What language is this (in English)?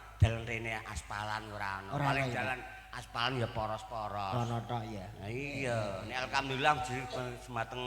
Javanese